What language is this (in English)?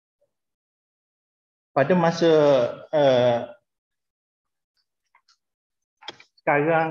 Malay